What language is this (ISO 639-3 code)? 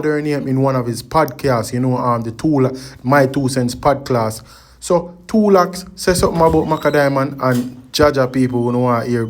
jam